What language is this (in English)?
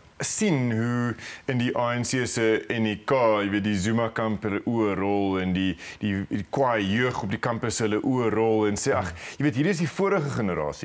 Afrikaans